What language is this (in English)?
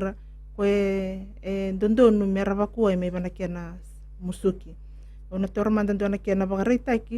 Fijian